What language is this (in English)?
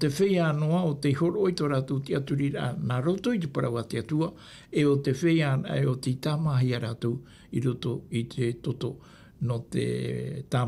Tahitian